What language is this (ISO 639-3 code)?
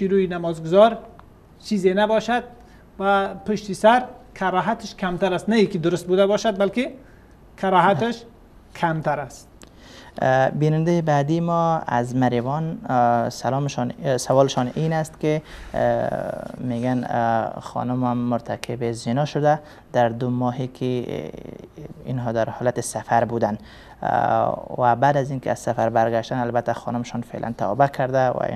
fas